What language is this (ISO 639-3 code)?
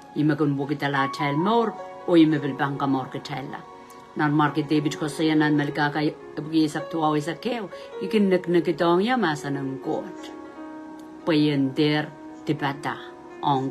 pon